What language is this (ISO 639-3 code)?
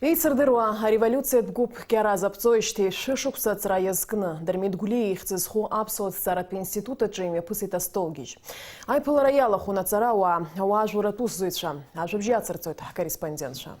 abk